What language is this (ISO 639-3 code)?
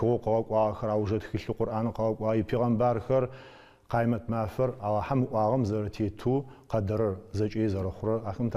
ady